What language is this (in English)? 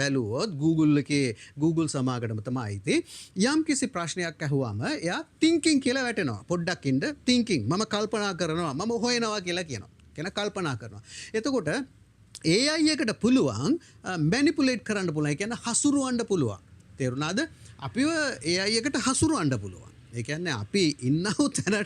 Sinhala